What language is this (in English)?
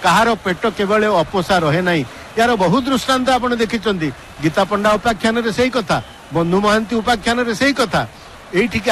Odia